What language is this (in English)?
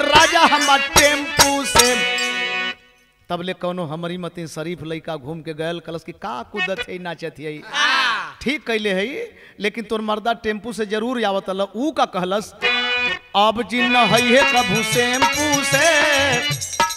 Bhojpuri